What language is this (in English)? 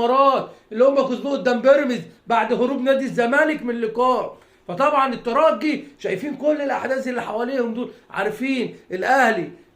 Egyptian Arabic